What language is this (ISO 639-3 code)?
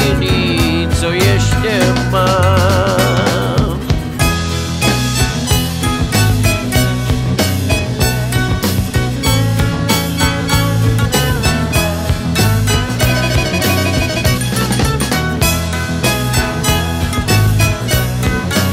ces